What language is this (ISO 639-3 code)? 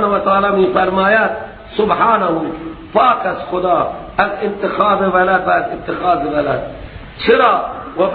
fas